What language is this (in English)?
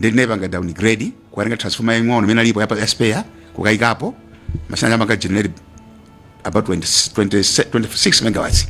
Nyanja